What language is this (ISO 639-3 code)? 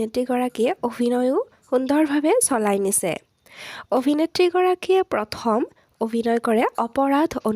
asm